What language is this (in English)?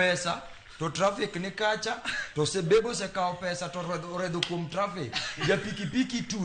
Luo (Kenya and Tanzania)